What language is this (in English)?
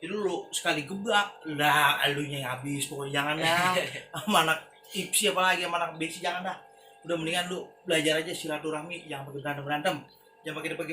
Betawi